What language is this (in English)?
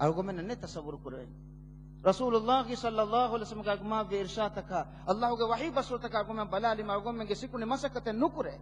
Divehi